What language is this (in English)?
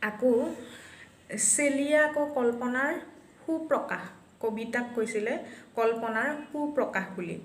Assamese